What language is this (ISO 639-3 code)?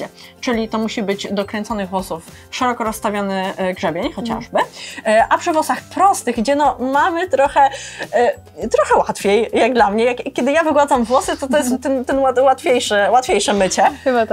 pol